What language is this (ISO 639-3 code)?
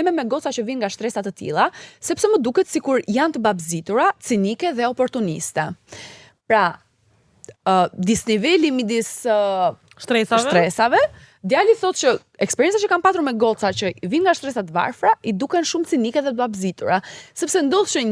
sqi